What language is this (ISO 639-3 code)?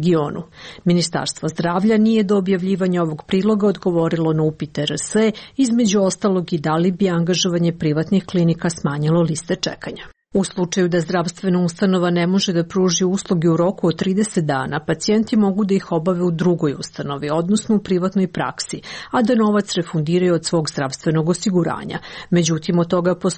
srp